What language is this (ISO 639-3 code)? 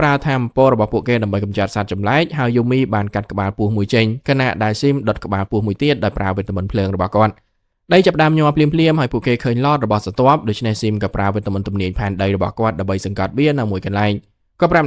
khm